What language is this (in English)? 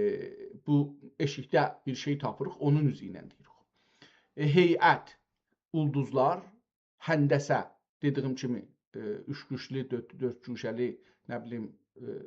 South Azerbaijani